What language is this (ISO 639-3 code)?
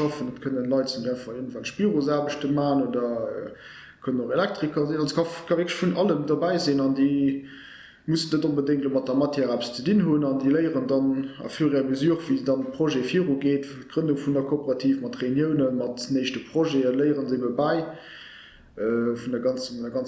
ltz